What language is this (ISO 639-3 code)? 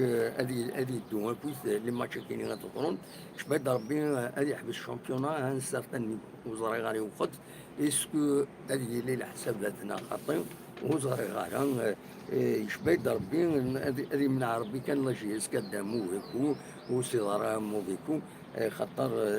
kab